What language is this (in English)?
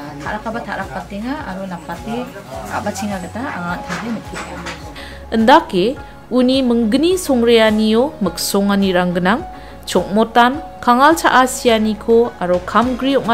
Garo